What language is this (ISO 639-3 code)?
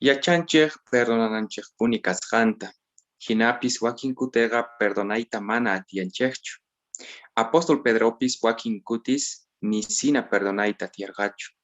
que